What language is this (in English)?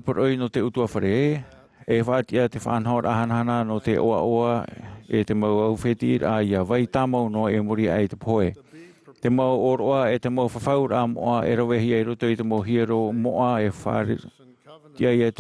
Tahitian